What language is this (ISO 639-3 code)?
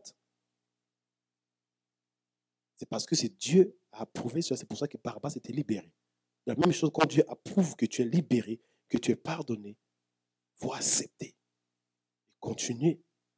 fra